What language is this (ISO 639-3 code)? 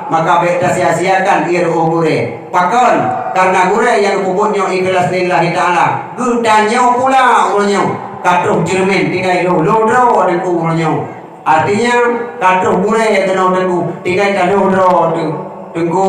ace